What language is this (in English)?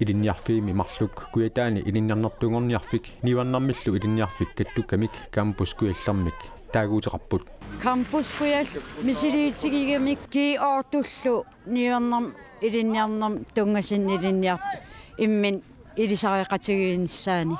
Kalaallisut